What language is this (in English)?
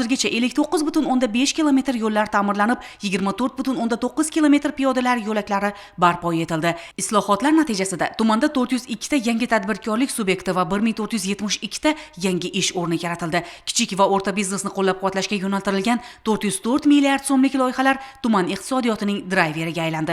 Uzbek